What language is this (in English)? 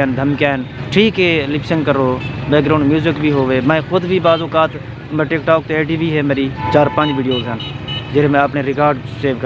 Saraiki